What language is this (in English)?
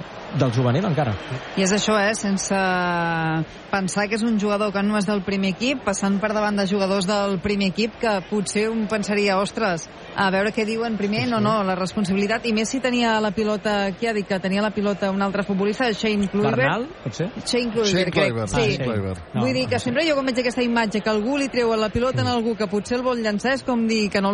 Catalan